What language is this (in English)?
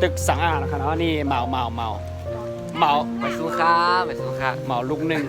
Shan